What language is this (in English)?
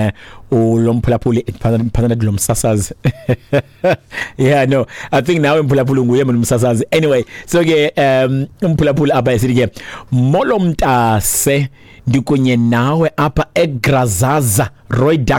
Xhosa